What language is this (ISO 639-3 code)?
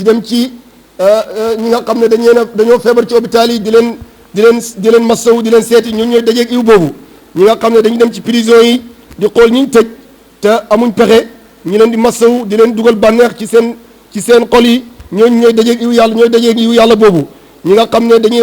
wol